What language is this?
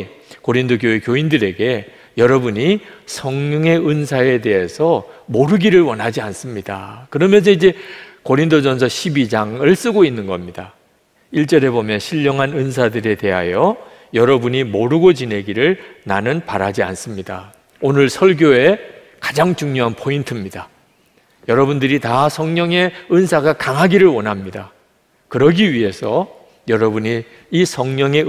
Korean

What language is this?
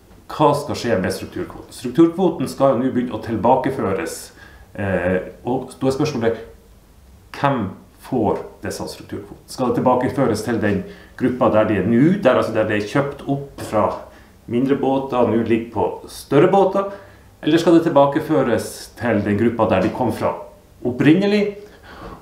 Norwegian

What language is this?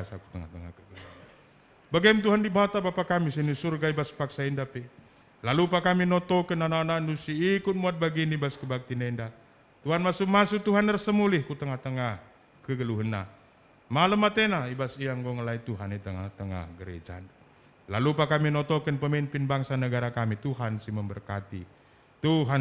Batak Karo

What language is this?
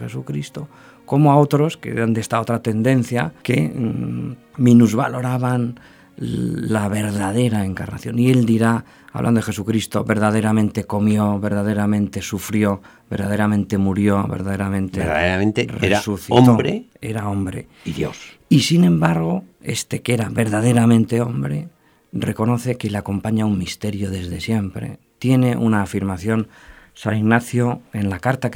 Spanish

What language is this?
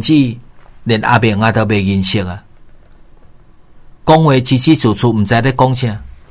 Min Nan Chinese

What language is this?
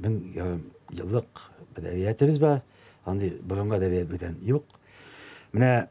Tatar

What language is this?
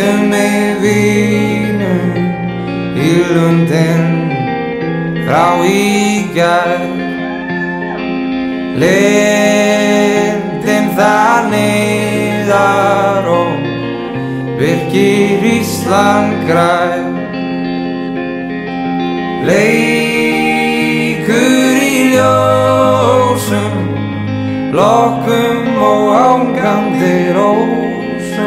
Icelandic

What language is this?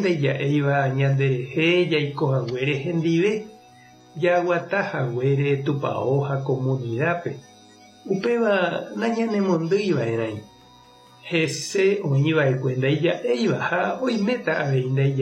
Guarani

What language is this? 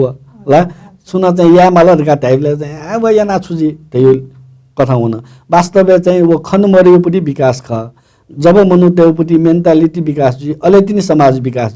Newari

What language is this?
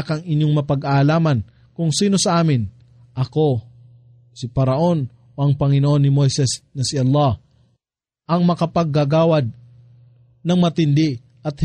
Filipino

